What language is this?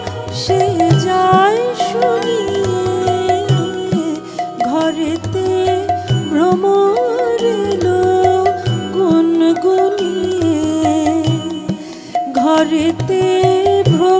Bangla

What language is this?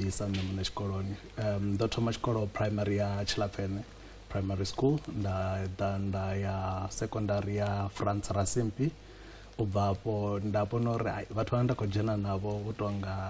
Venda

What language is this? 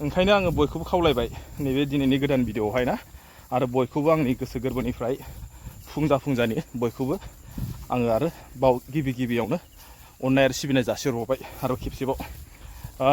Bodo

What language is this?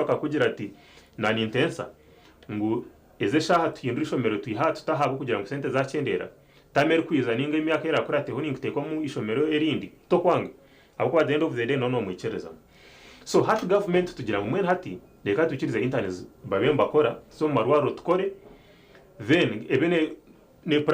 Nyankole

